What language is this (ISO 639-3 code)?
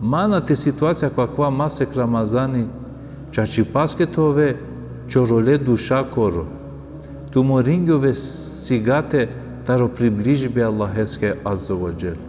rmn